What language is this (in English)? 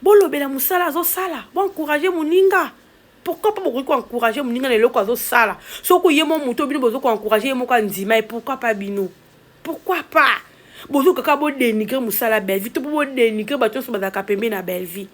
Lingala